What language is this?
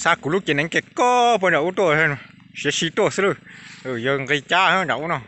Hmong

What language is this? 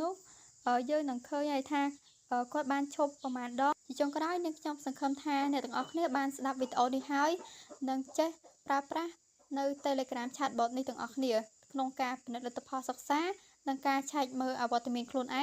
Khmer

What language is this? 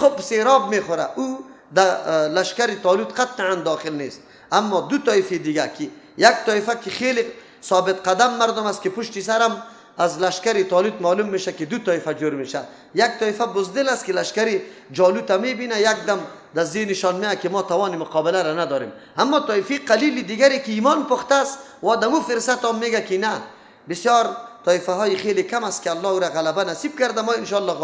Persian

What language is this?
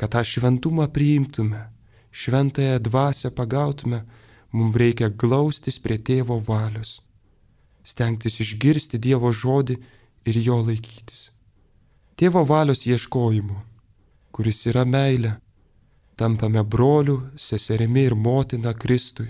Lithuanian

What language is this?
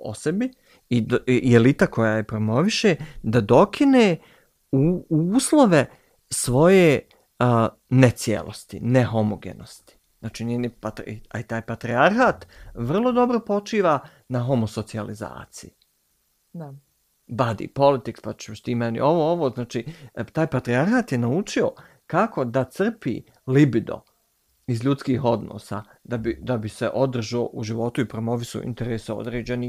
Bosnian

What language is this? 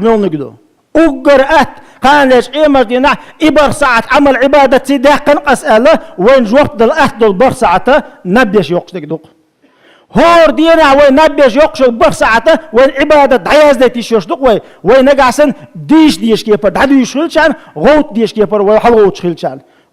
Chechen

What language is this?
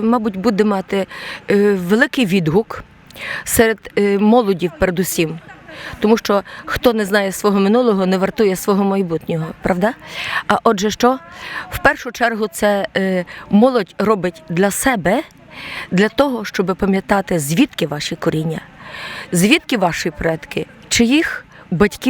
Rusyn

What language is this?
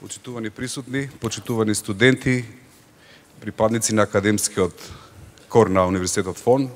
Macedonian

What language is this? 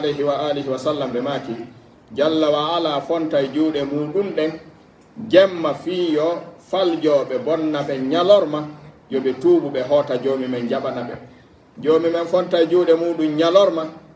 Pular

